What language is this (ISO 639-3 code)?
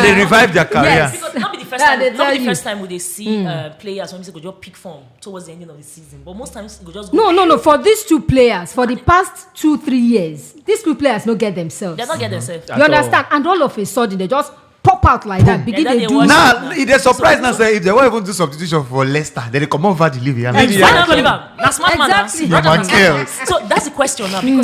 pcm